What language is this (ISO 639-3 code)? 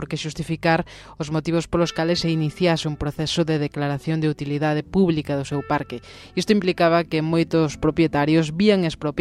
glg